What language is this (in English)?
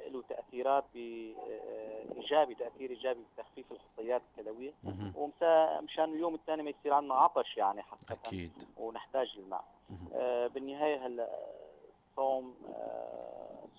North Levantine Arabic